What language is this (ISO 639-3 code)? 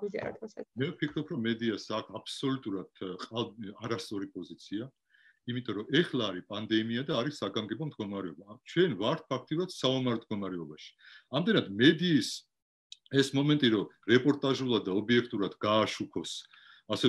kat